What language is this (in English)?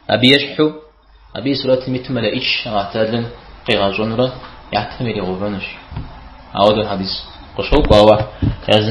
Kabardian